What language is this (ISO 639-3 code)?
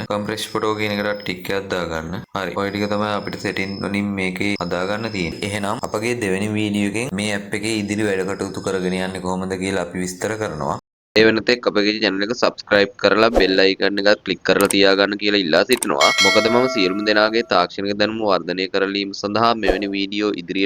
sin